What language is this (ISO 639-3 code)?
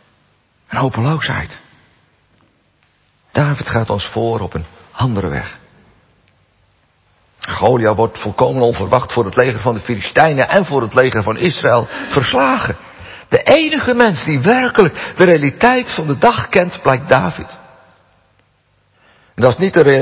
nld